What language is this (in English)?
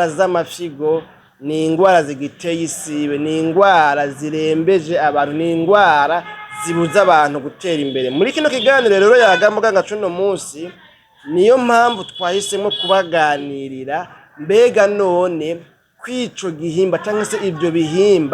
Rundi